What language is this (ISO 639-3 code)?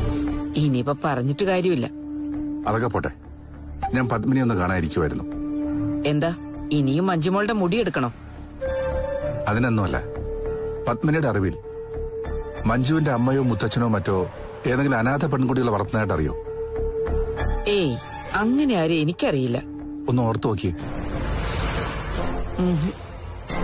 mal